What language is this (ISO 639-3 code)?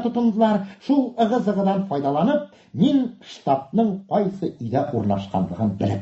tat